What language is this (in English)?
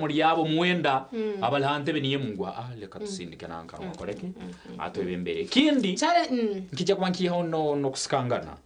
Nyankole